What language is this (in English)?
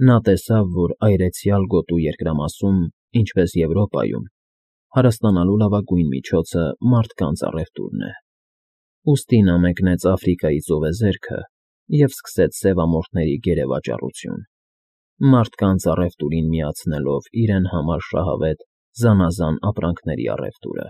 Armenian